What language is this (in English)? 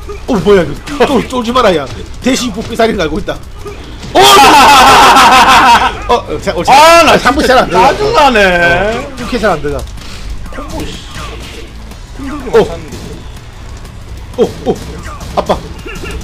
Korean